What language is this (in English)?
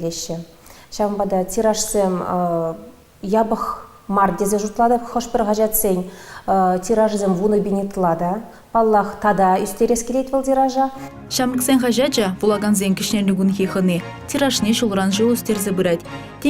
Chuvash